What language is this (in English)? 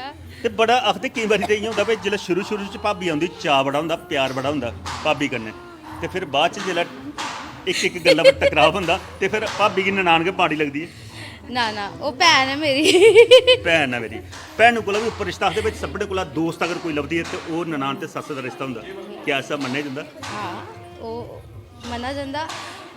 Dogri